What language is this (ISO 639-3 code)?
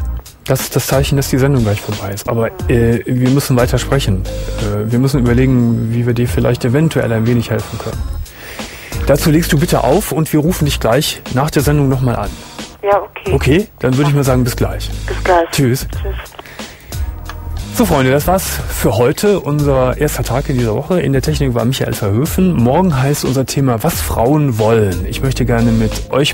deu